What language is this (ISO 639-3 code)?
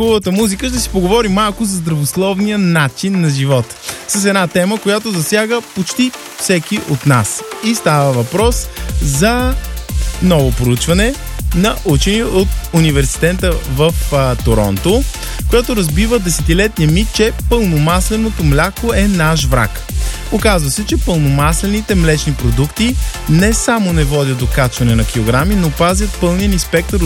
bul